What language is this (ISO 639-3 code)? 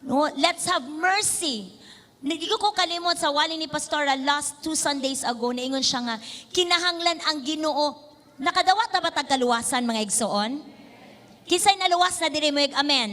ceb